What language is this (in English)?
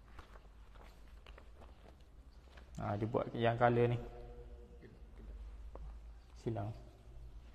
Malay